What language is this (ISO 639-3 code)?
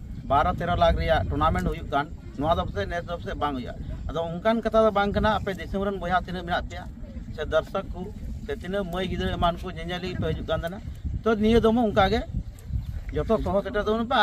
sat